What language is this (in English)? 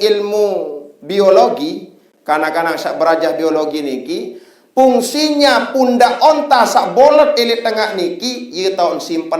Sasak